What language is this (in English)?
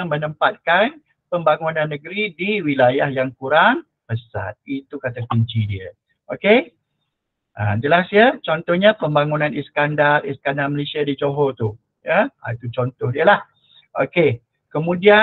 Malay